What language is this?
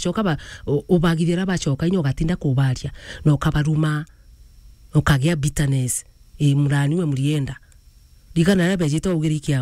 Meru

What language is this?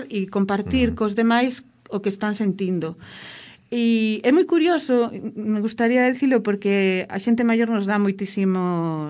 Galician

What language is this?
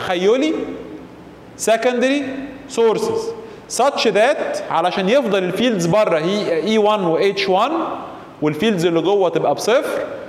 Egyptian Arabic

